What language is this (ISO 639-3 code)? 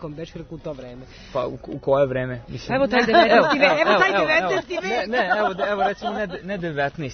srp